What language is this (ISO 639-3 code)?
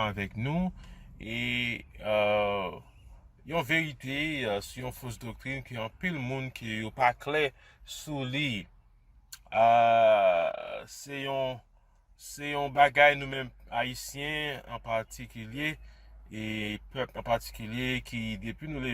hat